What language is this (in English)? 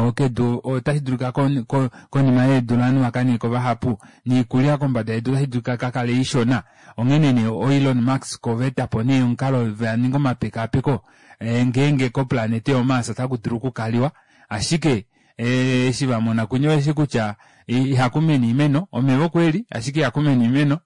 Kuanyama